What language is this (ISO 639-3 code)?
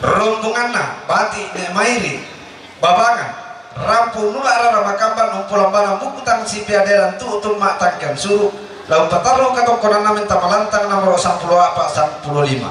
sda